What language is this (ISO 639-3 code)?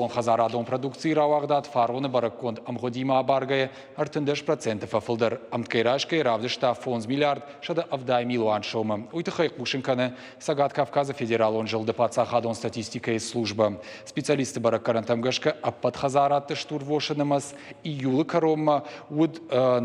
oss